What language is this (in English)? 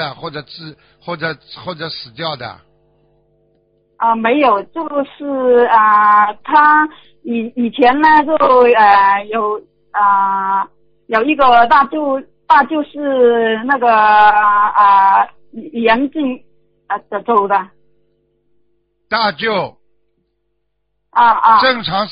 Chinese